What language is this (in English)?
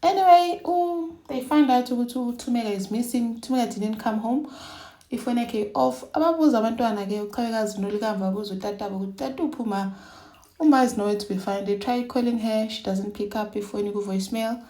Zulu